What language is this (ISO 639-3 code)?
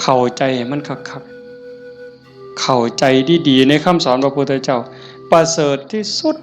tts